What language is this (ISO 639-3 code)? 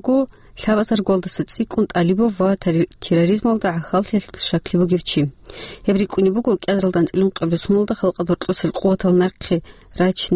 ava